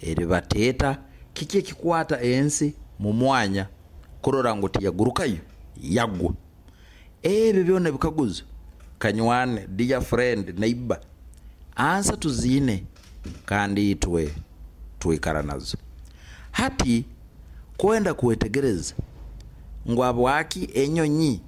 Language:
Nyoro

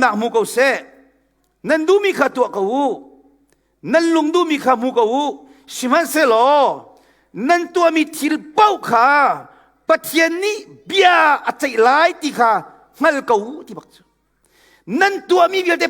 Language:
Hakha Chin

